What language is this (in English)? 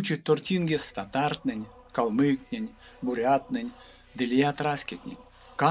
Erzya